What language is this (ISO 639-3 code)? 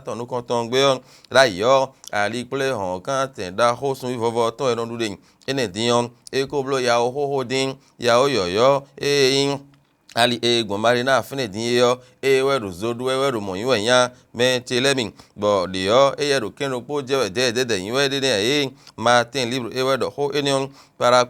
fon